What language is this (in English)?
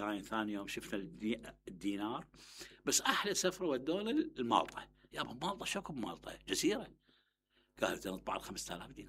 Mesopotamian Arabic